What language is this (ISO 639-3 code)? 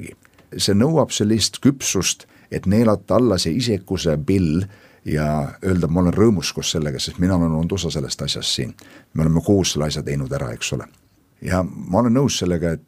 est